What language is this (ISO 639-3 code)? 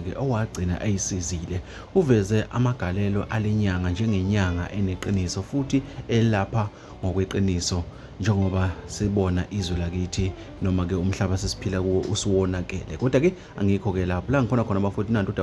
zul